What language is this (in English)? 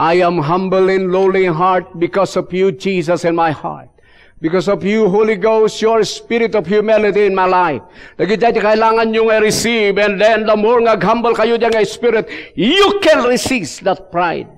Iloko